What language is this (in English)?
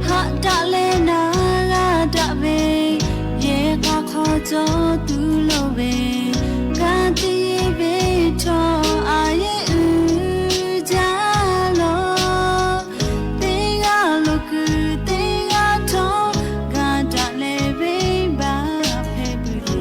Lahu